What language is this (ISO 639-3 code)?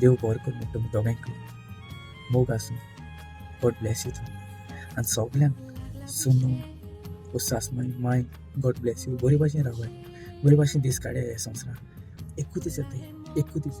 kok